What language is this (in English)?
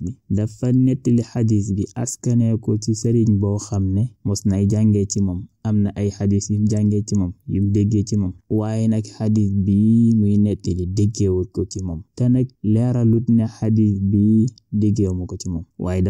Wolof